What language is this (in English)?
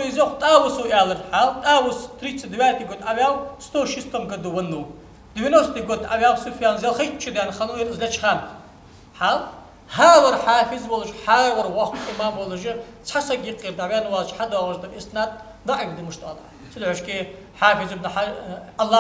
Ingush